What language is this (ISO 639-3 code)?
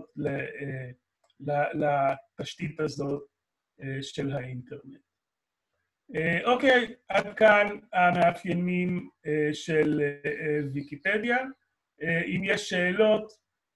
heb